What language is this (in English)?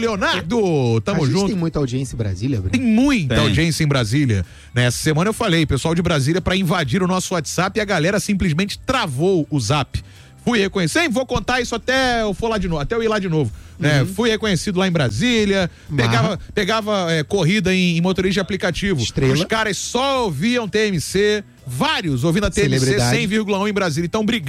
Portuguese